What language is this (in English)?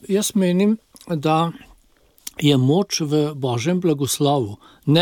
Slovenian